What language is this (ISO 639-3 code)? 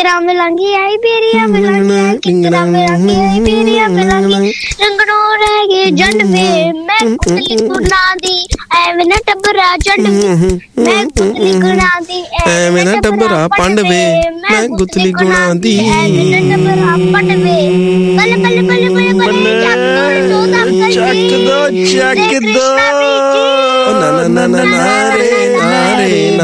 pan